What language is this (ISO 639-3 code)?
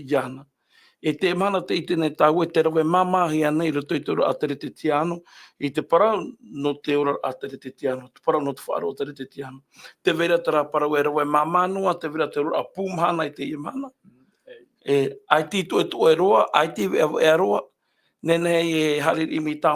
tah